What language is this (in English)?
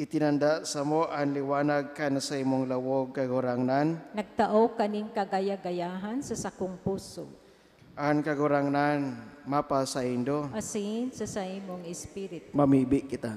Bikol